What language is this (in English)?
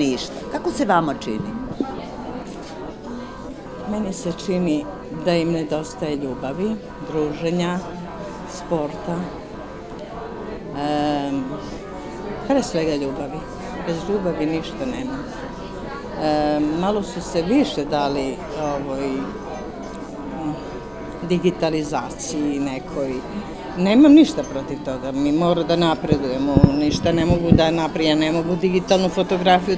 Serbian